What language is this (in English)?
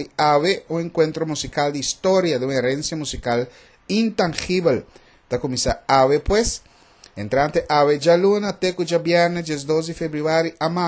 Papiamento